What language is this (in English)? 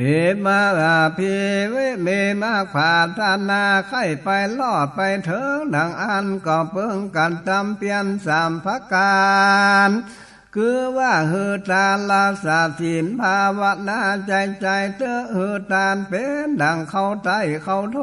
Northern Thai